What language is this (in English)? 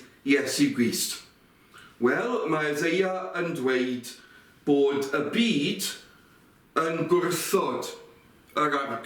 Welsh